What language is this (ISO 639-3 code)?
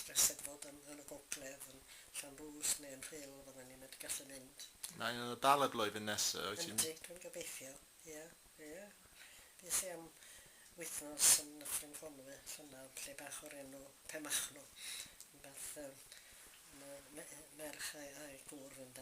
cym